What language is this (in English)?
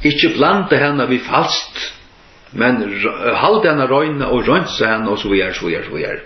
Faroese